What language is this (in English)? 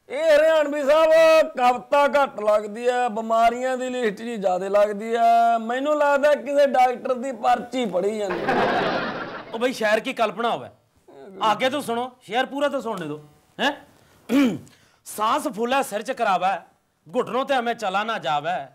Punjabi